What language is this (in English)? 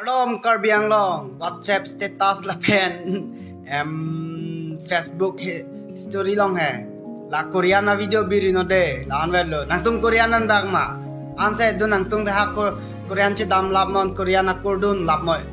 Karbi